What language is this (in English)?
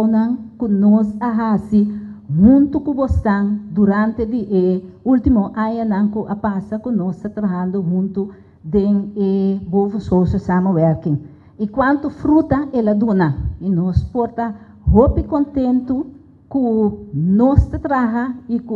Papiamento